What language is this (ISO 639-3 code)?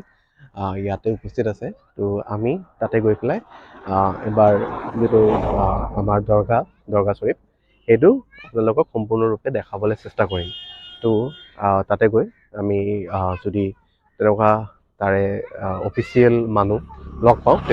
asm